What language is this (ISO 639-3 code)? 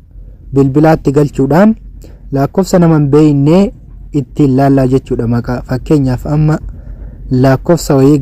orm